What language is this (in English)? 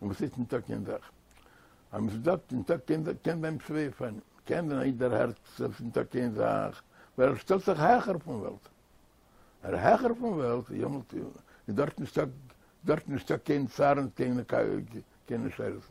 Yiddish